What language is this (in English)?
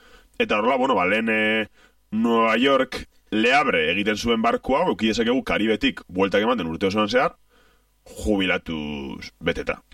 Basque